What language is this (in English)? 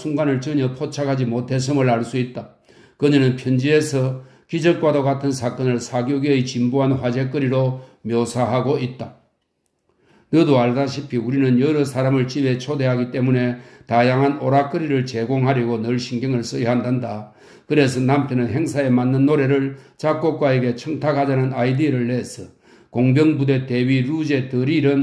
Korean